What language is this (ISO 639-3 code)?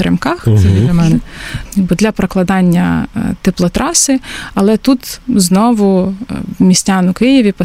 ukr